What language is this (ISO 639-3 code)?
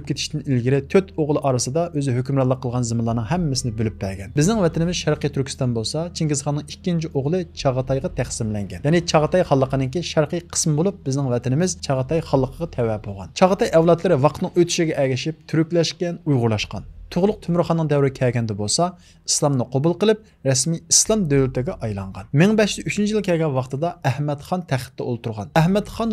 uig